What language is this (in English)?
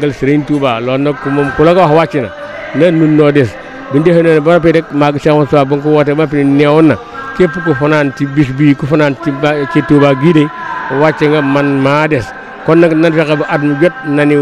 Wolof